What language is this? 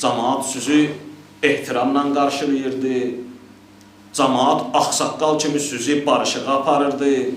Azerbaijani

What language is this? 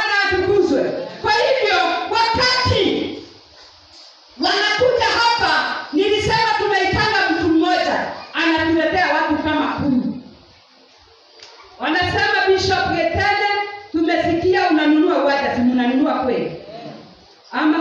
Swahili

